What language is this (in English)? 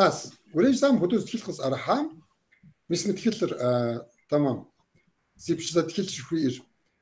Kabardian